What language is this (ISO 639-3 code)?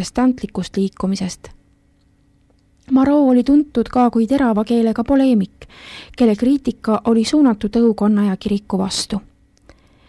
est